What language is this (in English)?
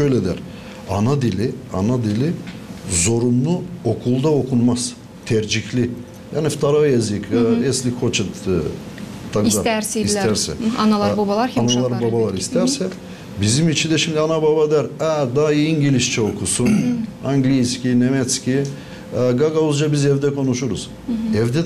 Gagauz